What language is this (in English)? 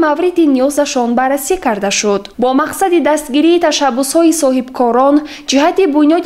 Tajik